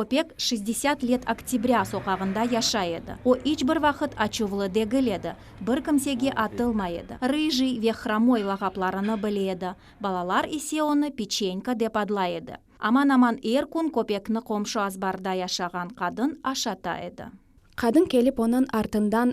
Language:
Crimean Tatar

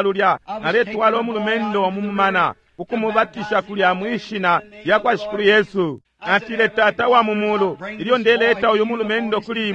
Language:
Bemba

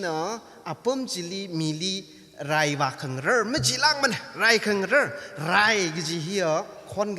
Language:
Tangkhul Naga (India)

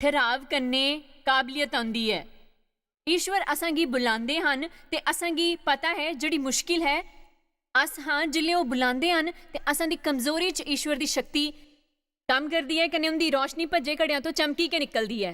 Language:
Dogri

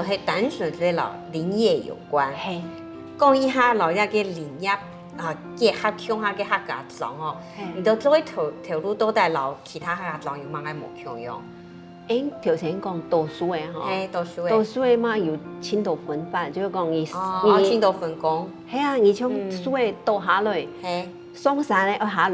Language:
Hakka Chinese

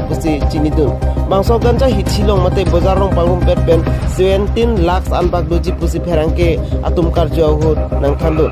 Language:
Karbi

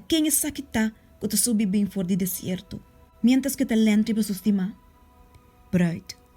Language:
Papiamento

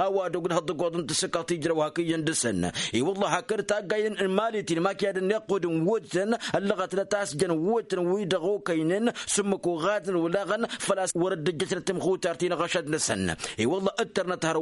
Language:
Tamasheq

